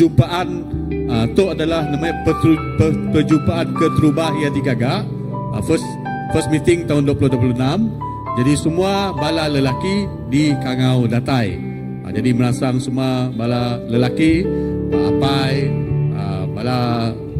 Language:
Iban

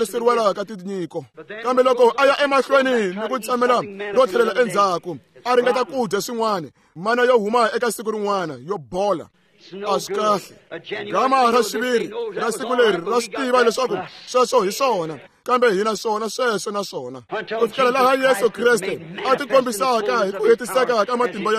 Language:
Tsonga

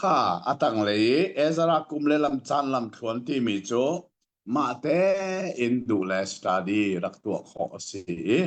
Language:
Hakha Chin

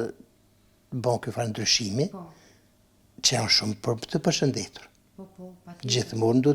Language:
Albanian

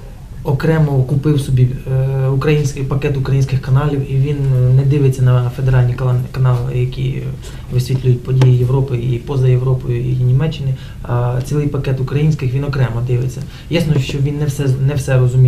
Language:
Ukrainian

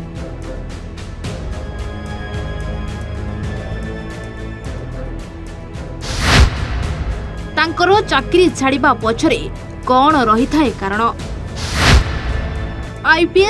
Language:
Odia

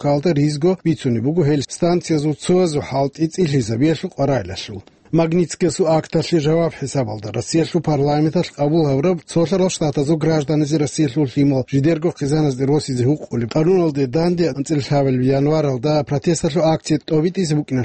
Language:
Avaric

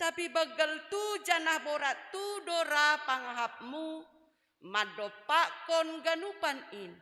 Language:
Batak Simalungun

